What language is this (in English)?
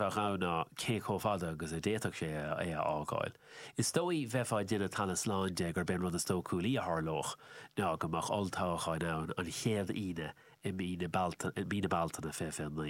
Irish